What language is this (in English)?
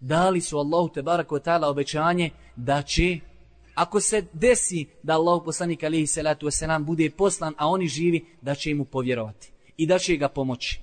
Bosnian